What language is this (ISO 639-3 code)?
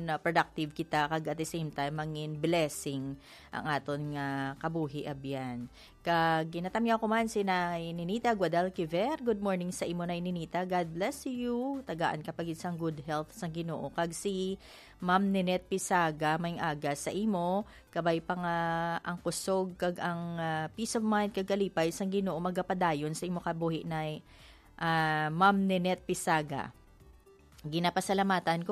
hil